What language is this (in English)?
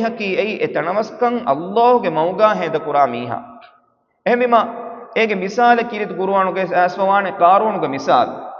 Divehi